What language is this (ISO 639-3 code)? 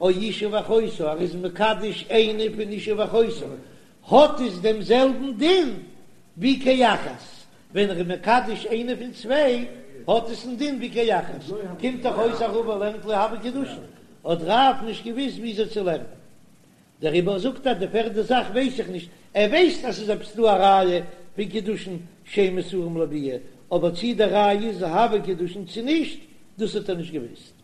yid